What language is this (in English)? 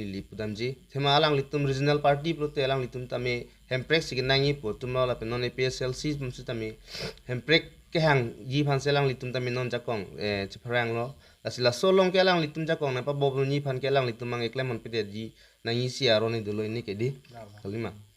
Karbi